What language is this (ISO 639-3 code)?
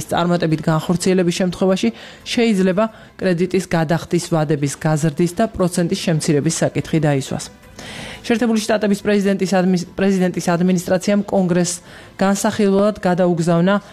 kat